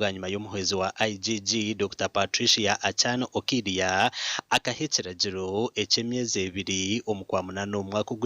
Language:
Nyankole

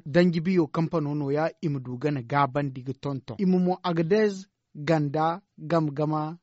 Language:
Zarma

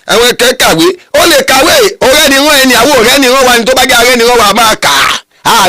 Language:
Yoruba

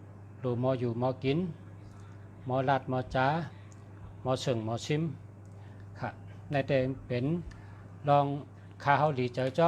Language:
Shan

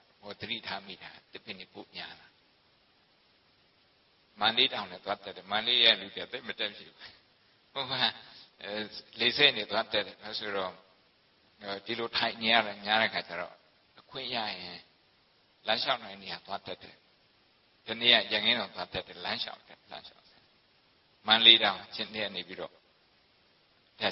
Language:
Burmese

